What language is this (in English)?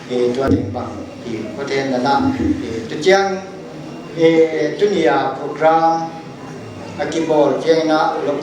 Paite Chin